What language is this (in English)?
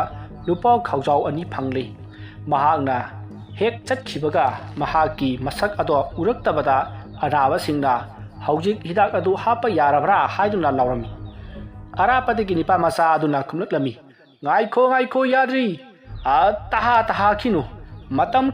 Manipuri